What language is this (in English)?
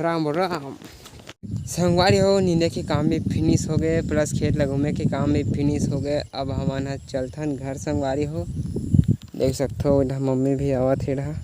Chhattisgarhi